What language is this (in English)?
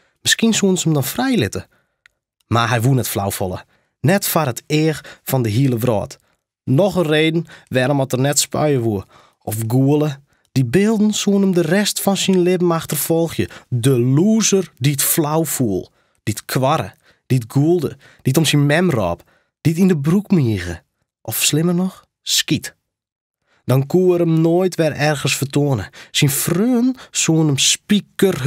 Western Frisian